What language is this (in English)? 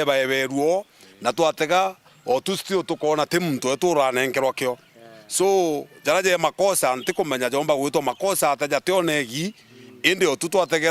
Meru